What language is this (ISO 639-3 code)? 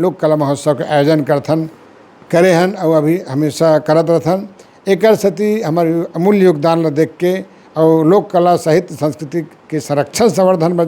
hne